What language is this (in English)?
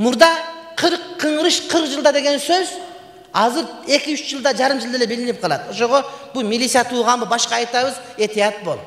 Kyrgyz